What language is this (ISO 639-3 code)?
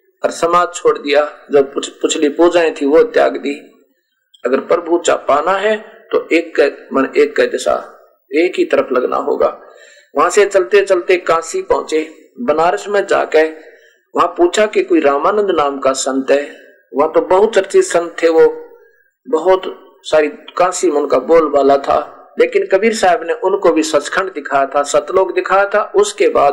hin